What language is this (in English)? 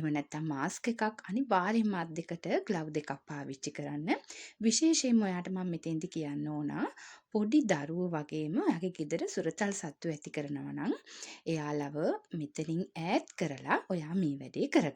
Sinhala